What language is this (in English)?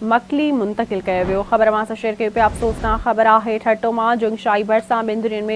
Sindhi